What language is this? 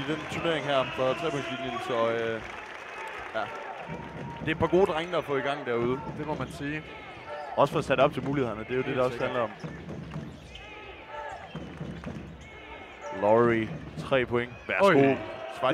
Danish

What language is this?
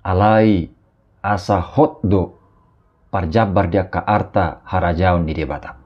Batak Toba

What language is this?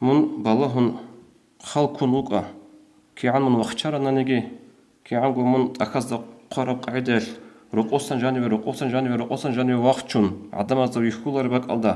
Avaric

